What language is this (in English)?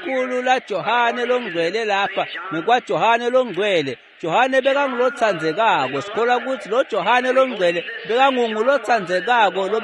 Swati